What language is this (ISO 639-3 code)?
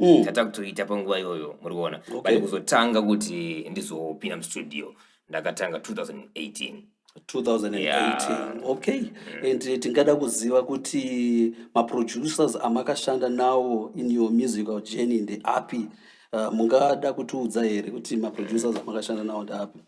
sna